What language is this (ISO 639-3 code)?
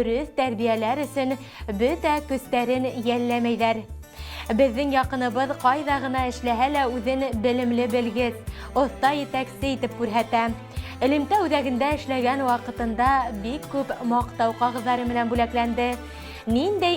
bak